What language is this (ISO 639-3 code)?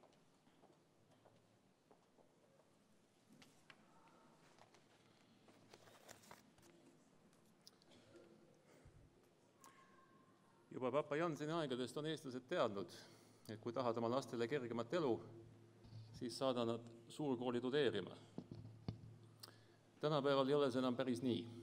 est